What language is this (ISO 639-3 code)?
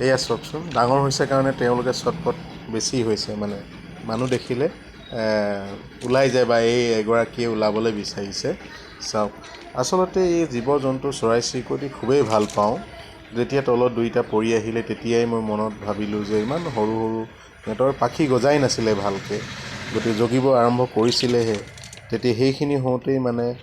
asm